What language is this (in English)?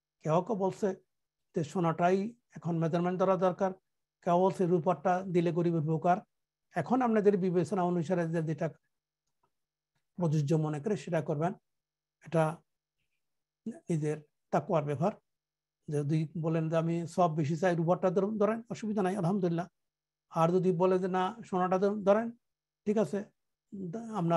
Bangla